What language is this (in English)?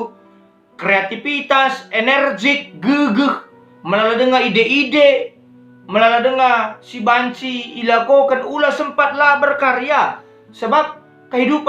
Batak Karo